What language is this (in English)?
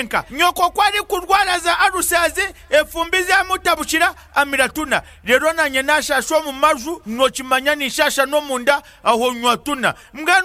Kinyarwanda